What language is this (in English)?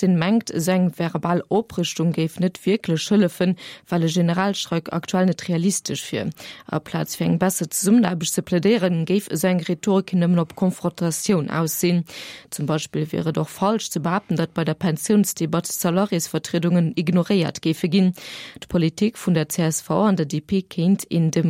Luxembourgish